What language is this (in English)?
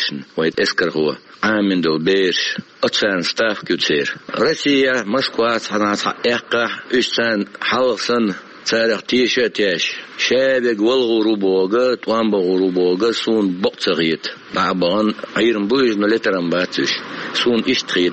Chechen